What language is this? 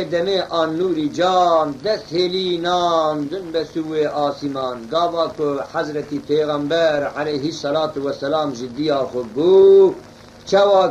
Kurdish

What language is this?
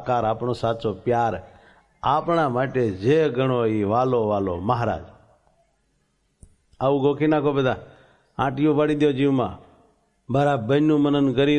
Gujarati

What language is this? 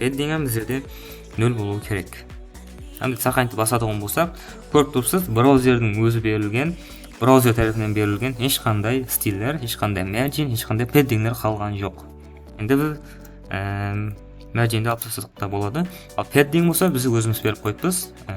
Kara-Kalpak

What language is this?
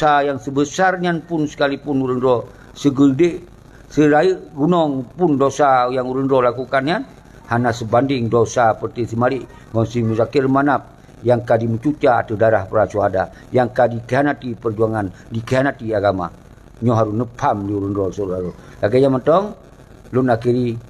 Achinese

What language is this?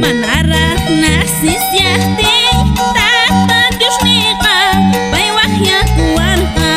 Quechua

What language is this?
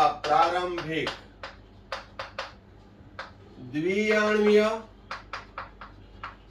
Gujarati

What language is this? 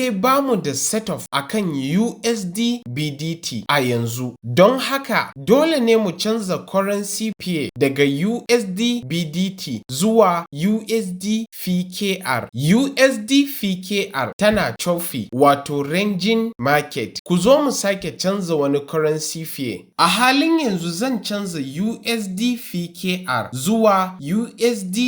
Hausa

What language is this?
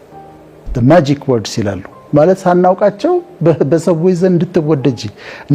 Amharic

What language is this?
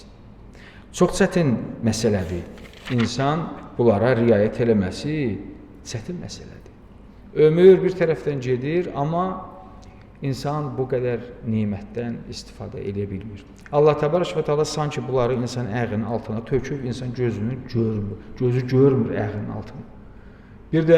Azerbaijani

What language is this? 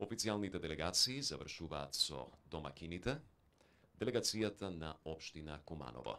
Macedonian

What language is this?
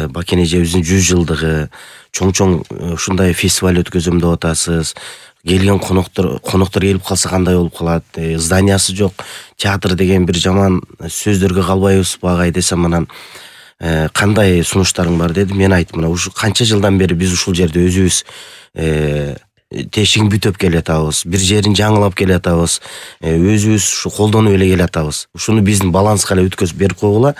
Kyrgyz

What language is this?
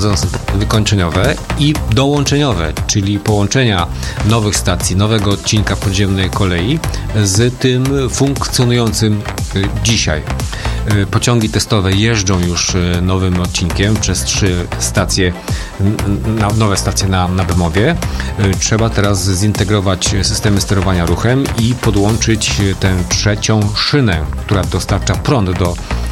Polish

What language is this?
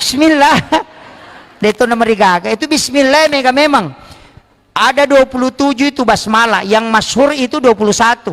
Buginese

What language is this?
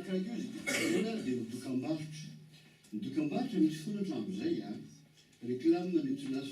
Malagasy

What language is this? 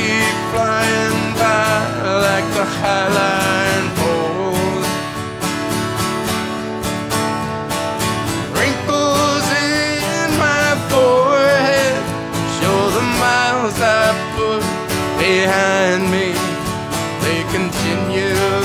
English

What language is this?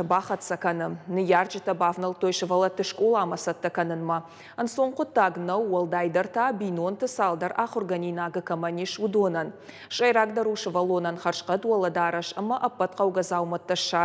Ossetic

